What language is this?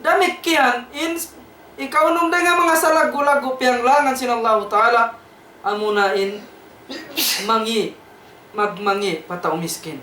Tausug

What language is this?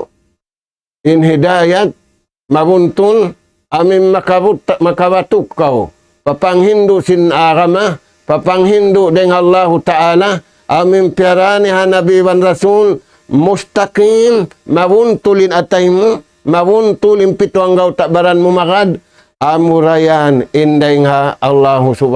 Tausug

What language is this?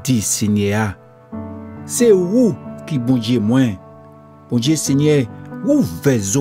Guadeloupean Creole French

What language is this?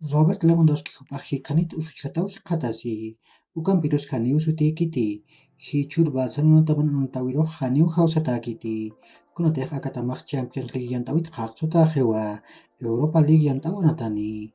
Aymara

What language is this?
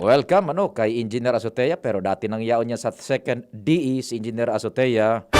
Bikol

